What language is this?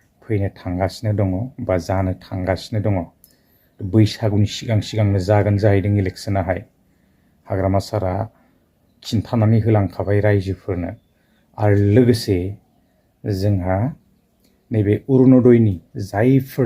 Bodo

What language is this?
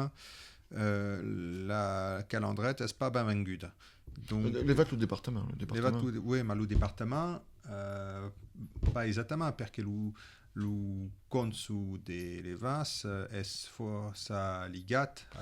Occitan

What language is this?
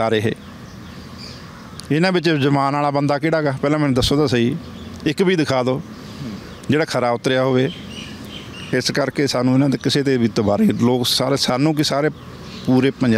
Punjabi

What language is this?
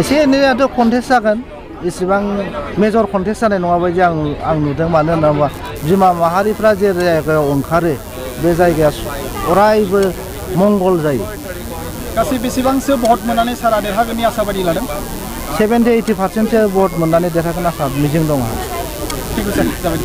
Bodo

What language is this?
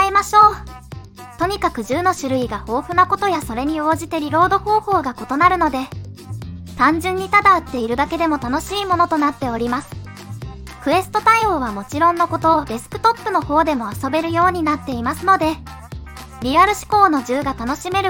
Japanese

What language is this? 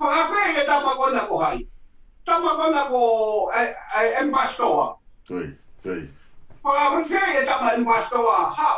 Tongan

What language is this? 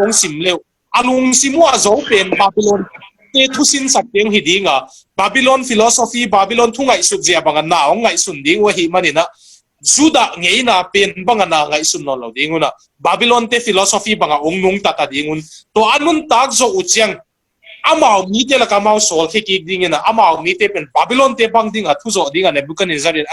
Tedim Chin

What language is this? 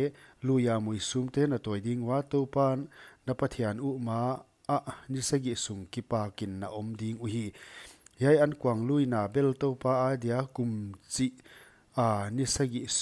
Paite Chin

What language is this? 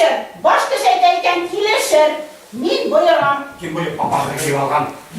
Bashkir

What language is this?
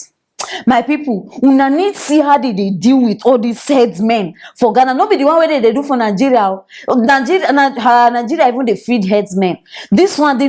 Nigerian Pidgin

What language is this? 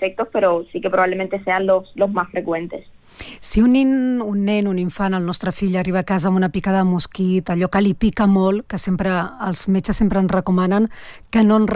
Catalan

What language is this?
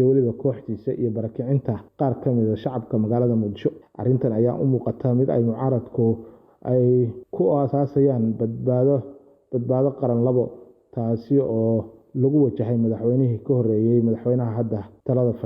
Somali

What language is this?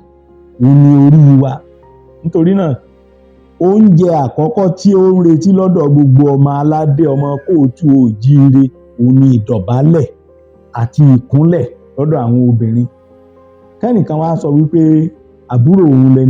Yoruba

